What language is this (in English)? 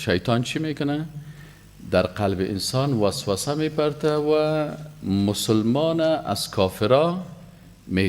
Persian